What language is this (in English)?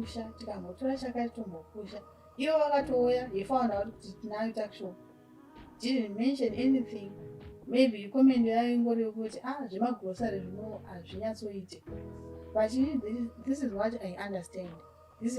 Shona